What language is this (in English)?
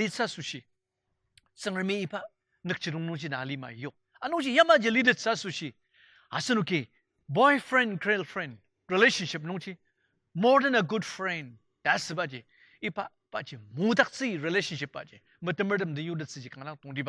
Ao Naga